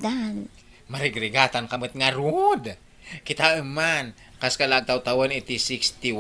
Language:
Iloko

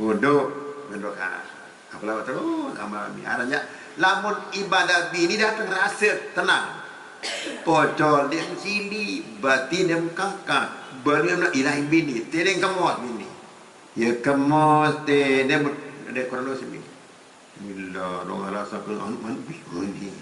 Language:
Sasak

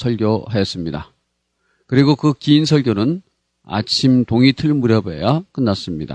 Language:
Korean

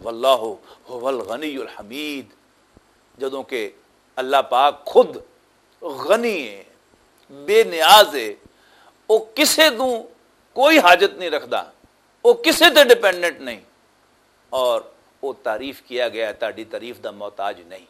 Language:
Western Panjabi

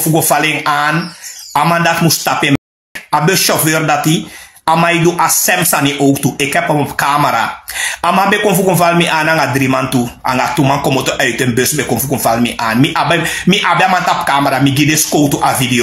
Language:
Sranan Tongo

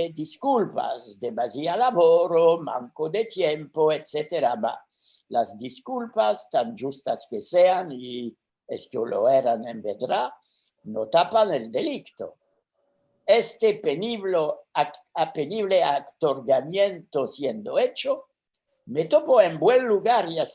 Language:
Ladino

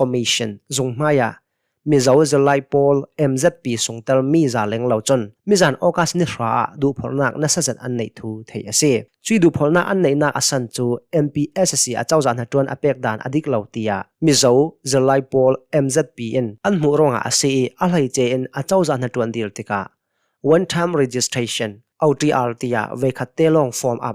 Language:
Hakha Chin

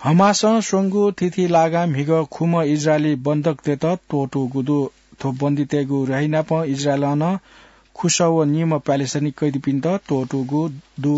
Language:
Newari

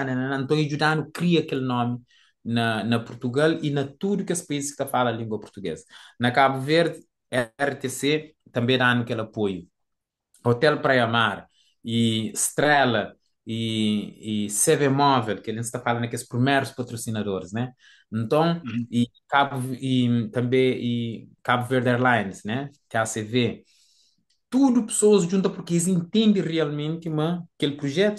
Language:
Kabuverdianu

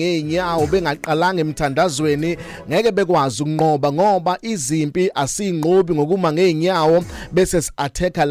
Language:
Zulu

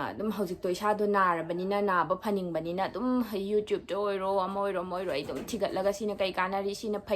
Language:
Manipuri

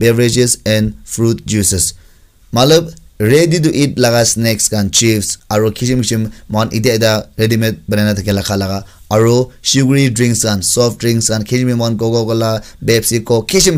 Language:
Naga Pidgin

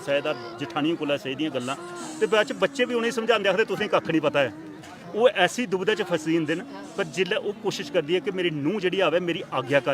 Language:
Dogri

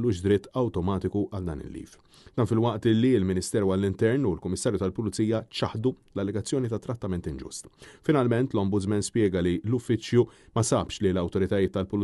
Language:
Maltese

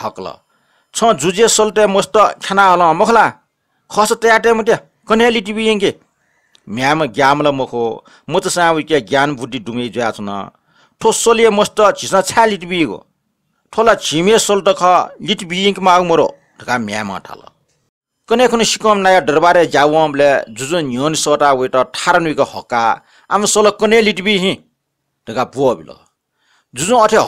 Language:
Newari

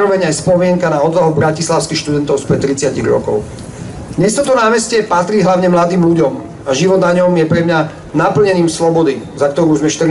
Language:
Slovak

